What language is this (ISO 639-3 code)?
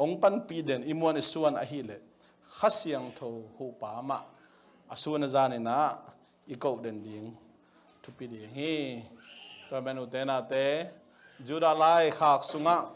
ctd